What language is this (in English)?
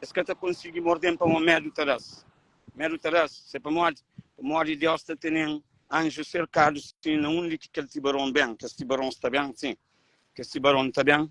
Kabuverdianu